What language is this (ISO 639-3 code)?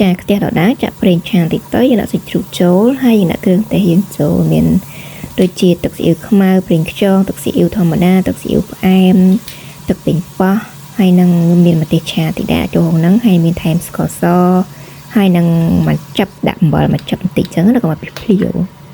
khm